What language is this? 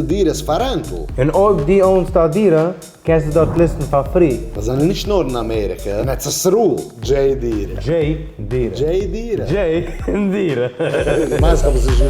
Yiddish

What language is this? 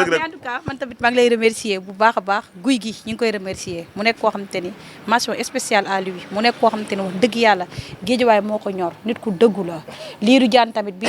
Wolof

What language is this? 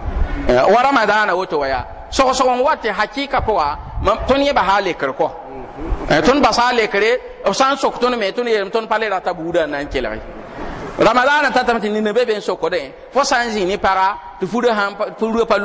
Mossi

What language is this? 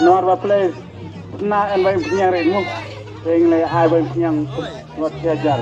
Khasi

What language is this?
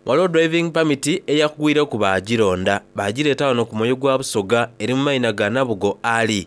Soga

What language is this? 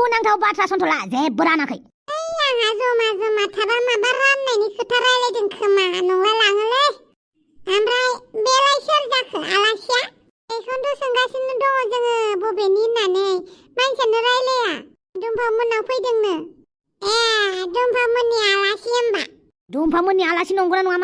Bodo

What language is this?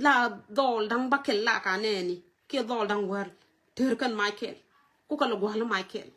Nuer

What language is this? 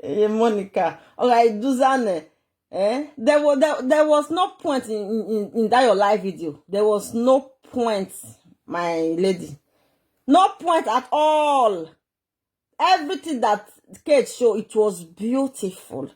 Nigerian Pidgin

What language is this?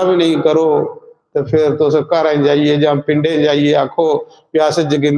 Dogri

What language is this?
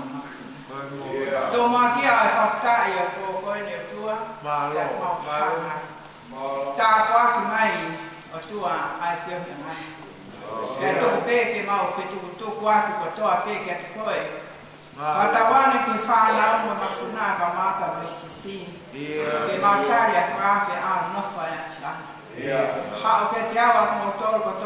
Tongan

